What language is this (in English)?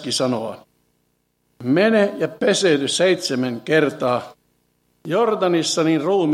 Finnish